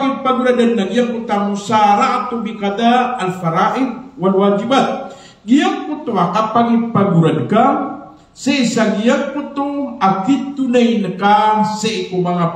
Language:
Maranao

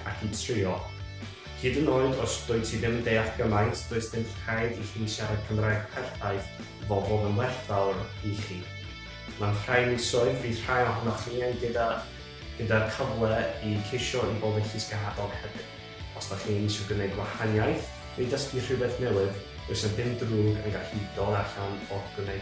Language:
Welsh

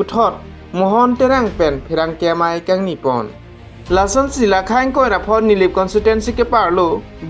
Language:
Karbi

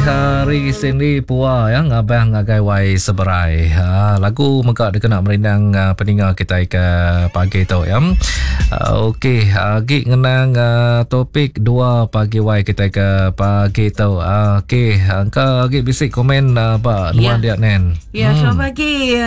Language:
Iban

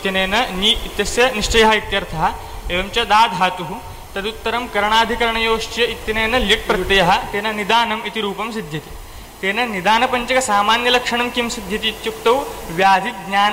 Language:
Sanskrit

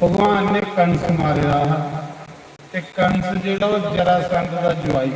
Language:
Dogri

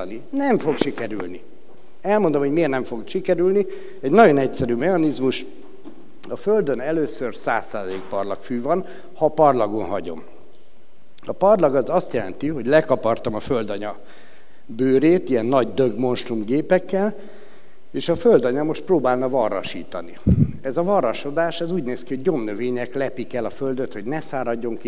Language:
Hungarian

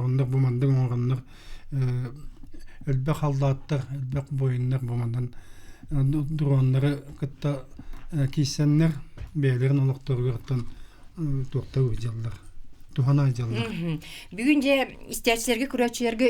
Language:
Yakut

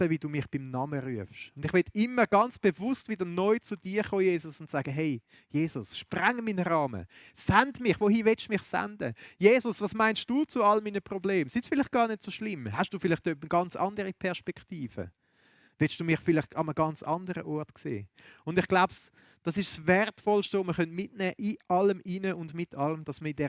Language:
Swiss German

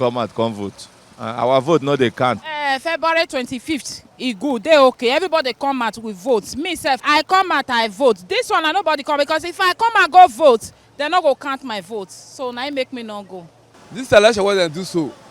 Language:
Nigerian Pidgin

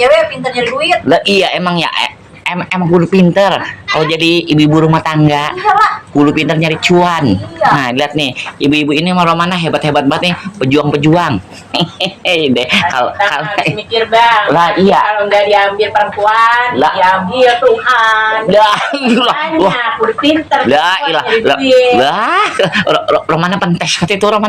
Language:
Betawi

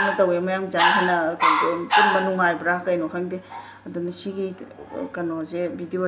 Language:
Manipuri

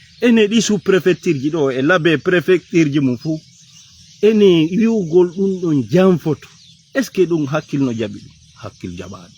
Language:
Fula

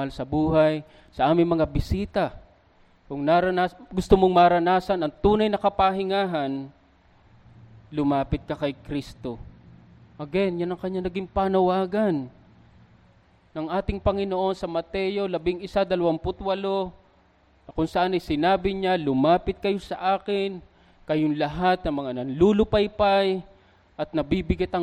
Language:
Filipino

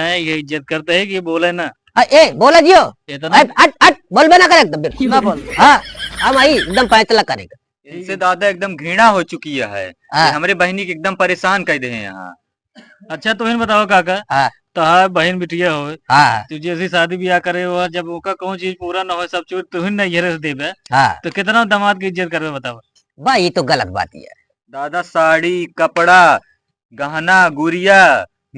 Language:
Awadhi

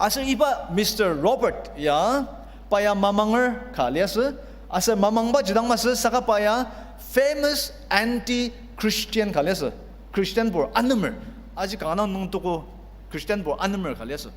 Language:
Ao Naga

